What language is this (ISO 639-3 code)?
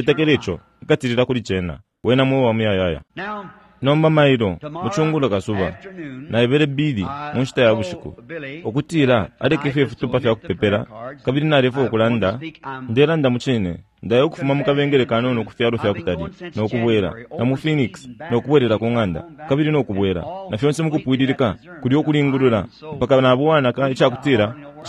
bem